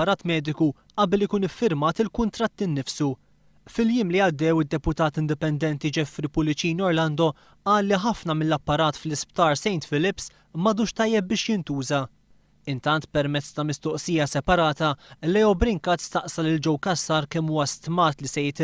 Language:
Maltese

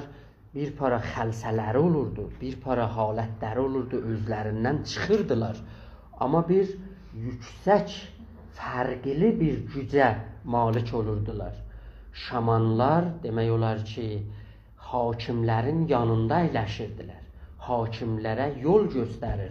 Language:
South Azerbaijani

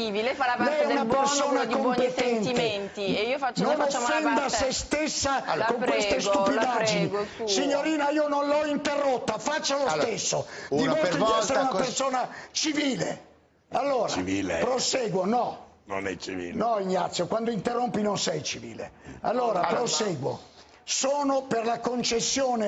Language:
Italian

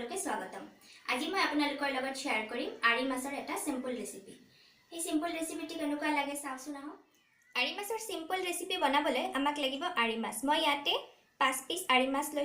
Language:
Assamese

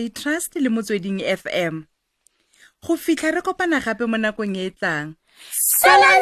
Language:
Tswana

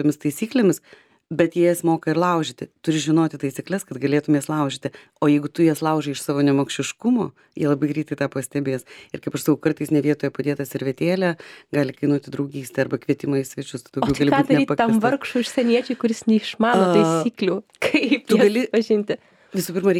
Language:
Lithuanian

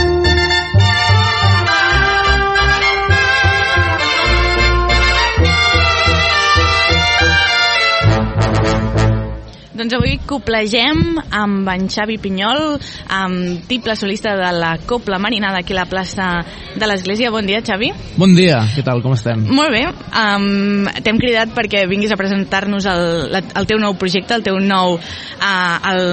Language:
Catalan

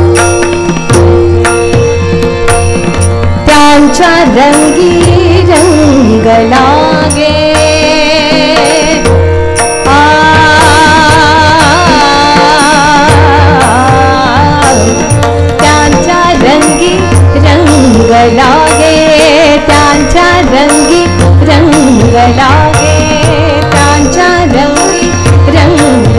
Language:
Marathi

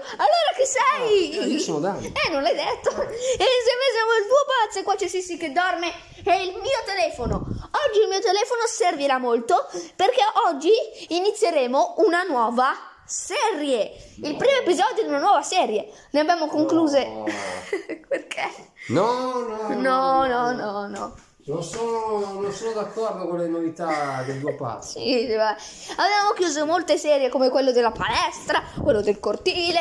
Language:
Italian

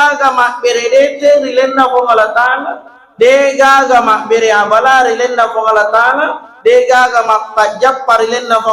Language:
Buginese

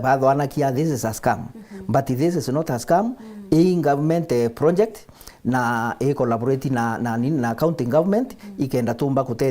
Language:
Meru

